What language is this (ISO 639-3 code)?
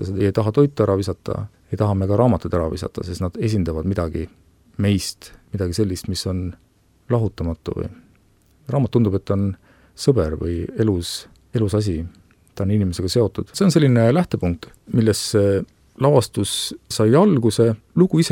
est